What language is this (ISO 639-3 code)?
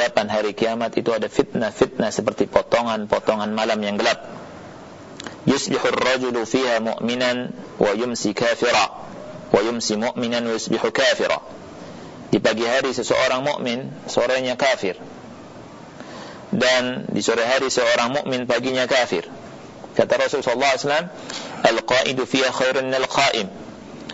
ind